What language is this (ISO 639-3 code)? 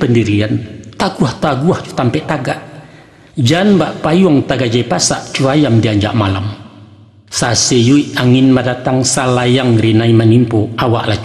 min